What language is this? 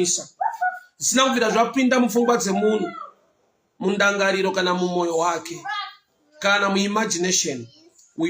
Shona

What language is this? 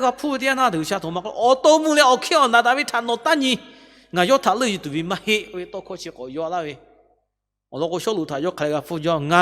Lahu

